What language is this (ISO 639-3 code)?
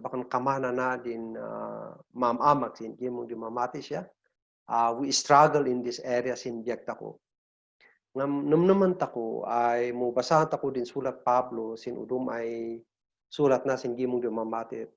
kne